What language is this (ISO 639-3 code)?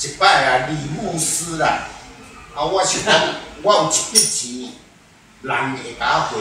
nan